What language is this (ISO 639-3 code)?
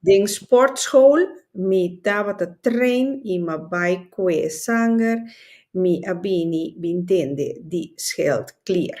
pap